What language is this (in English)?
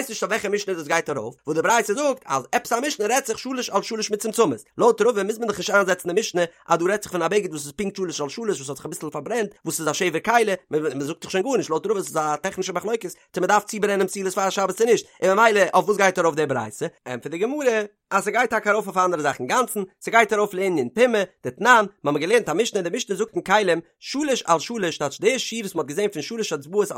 Yiddish